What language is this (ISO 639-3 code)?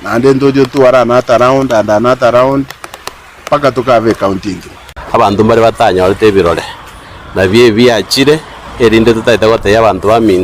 guz